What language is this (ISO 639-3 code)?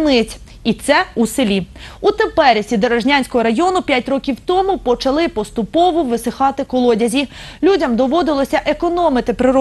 ukr